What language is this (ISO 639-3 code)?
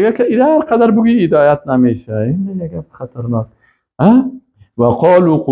fas